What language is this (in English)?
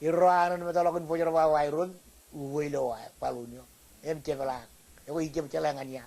Marshallese